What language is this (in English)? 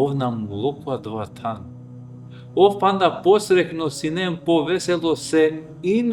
Balkan Romani